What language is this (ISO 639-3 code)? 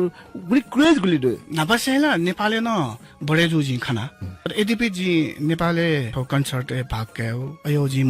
new